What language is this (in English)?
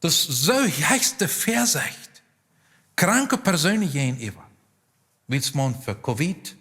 Plautdietsch